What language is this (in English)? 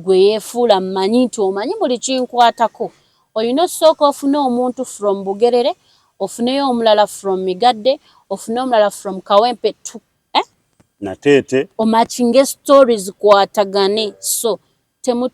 Ganda